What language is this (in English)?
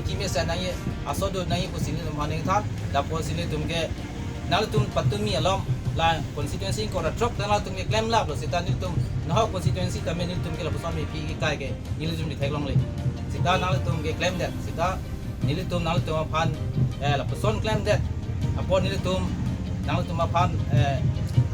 Karbi